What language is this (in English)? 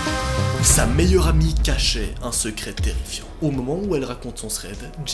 French